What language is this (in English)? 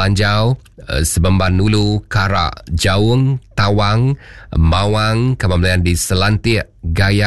Iban